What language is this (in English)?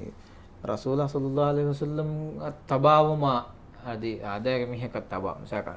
Divehi